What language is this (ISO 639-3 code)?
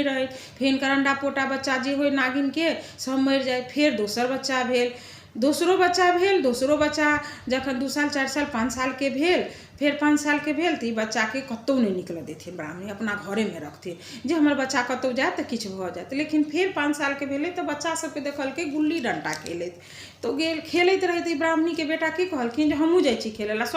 mai